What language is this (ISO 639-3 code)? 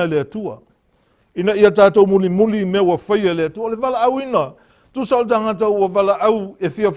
smo